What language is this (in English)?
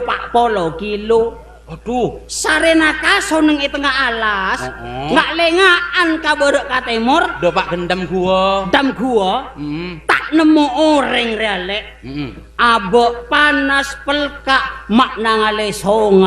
Madurese